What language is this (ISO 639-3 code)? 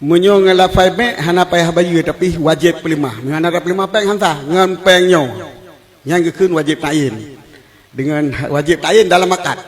ace